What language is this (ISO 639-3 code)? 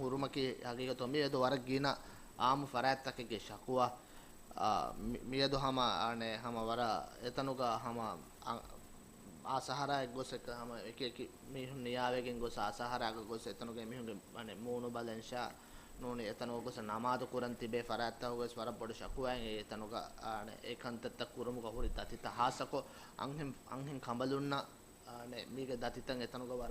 div